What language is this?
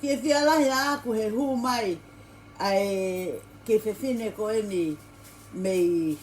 Tongan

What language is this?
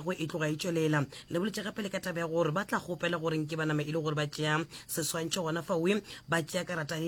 Northern Sotho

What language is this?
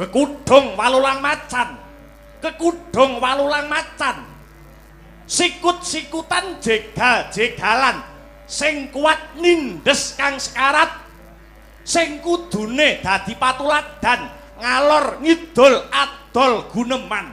Javanese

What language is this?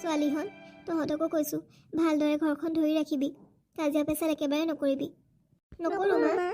Assamese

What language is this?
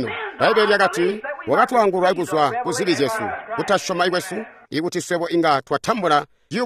Tonga (Zambia)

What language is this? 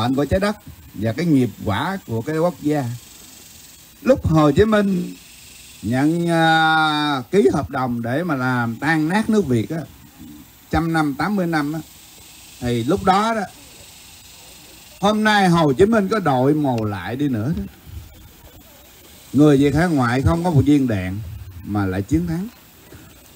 Vietnamese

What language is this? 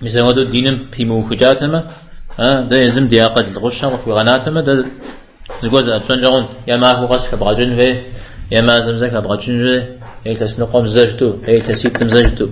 Kabardian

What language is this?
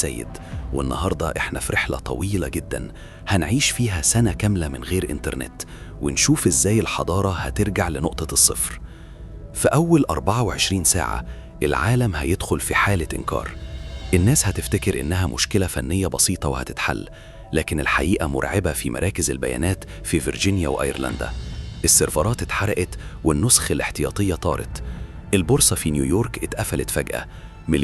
Egyptian Arabic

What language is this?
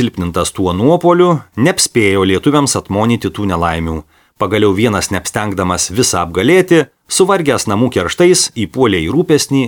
Lithuanian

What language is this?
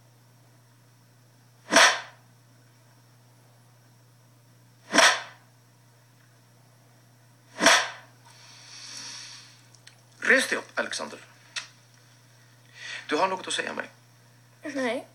Swedish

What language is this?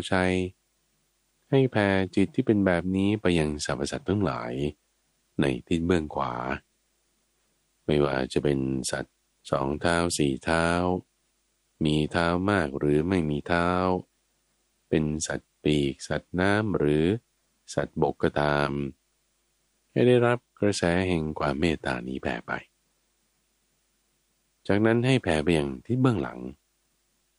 Thai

